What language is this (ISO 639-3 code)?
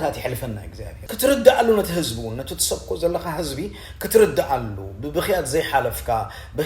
tir